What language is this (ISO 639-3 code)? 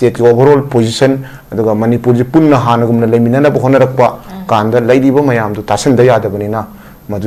mni